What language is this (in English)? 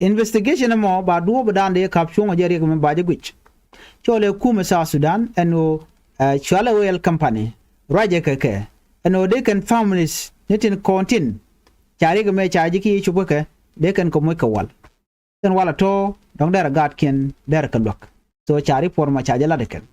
Nuer